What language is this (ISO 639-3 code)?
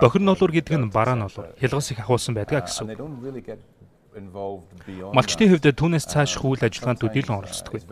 mon